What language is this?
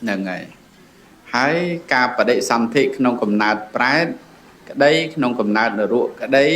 Khmer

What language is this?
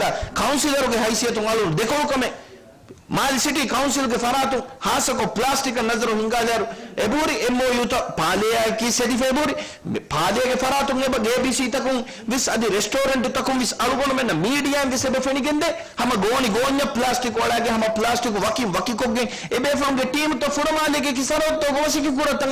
Divehi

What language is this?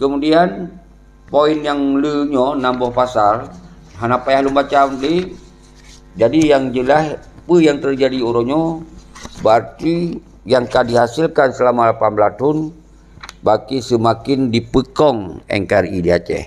Achinese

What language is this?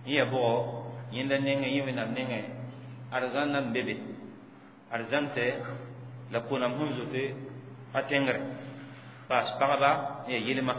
Mossi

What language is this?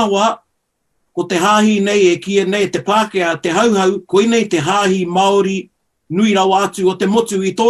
Māori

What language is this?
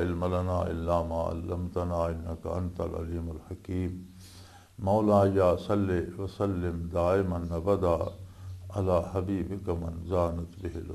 Western Panjabi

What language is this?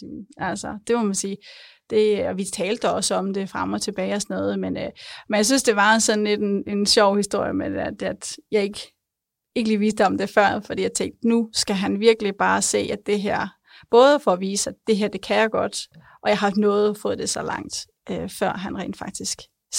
Danish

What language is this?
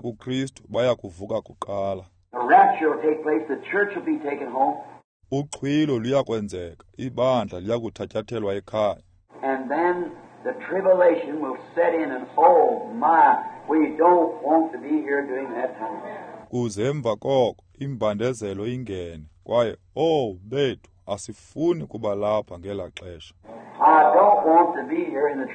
Xhosa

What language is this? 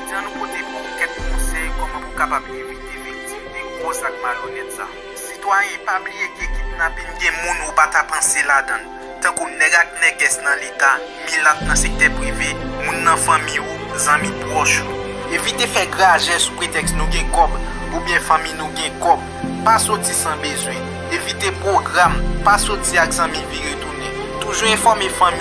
Haitian Creole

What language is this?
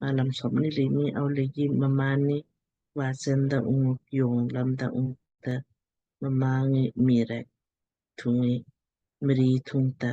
Lamkang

